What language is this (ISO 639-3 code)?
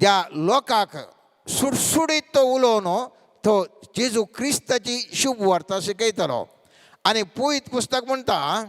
kok